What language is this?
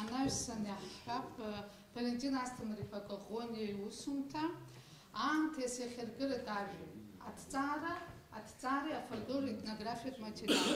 Abkhazian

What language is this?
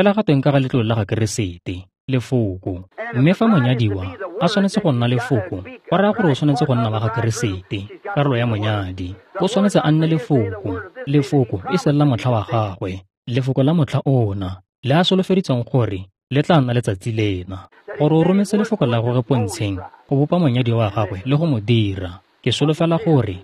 Tswana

